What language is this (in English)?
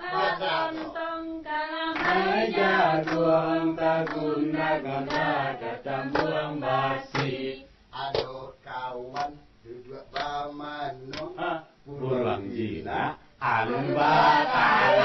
Minangkabau